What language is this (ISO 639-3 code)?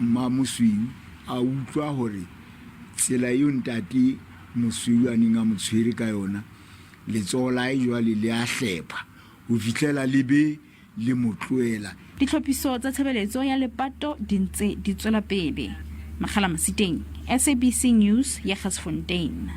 sot